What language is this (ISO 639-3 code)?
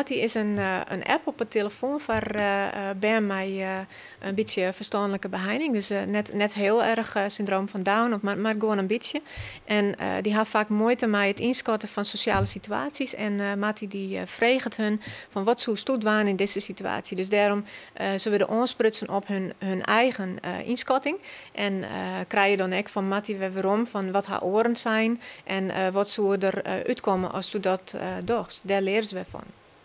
fry